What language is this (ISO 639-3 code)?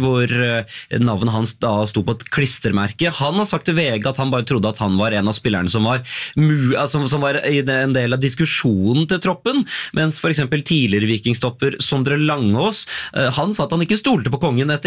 nor